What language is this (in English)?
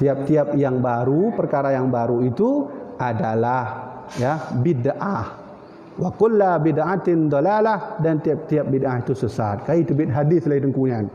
Achinese